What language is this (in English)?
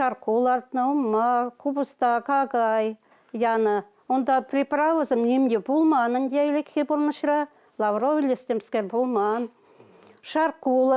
Chuvash